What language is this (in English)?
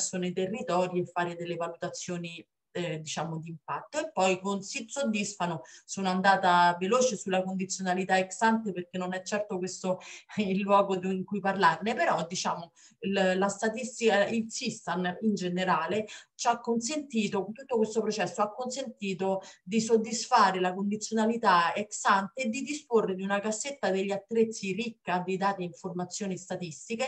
Italian